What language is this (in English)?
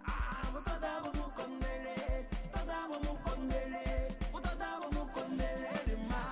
Venda